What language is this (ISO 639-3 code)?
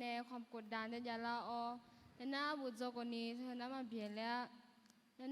ahk